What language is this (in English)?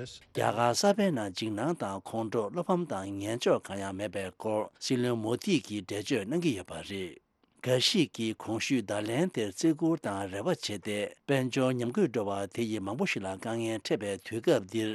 Tibetan